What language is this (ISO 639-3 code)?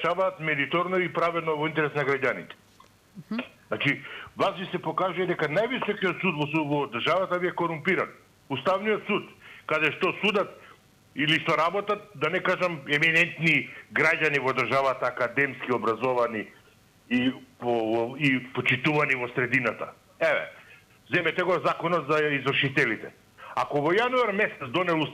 mkd